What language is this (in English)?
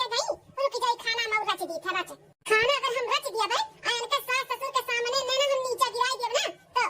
Awadhi